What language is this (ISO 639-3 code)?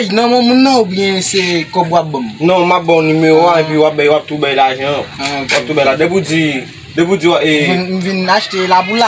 hat